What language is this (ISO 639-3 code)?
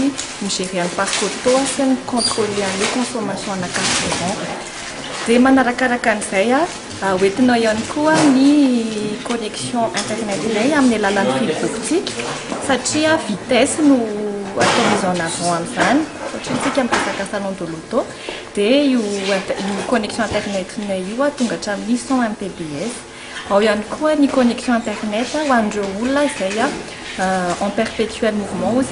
mlg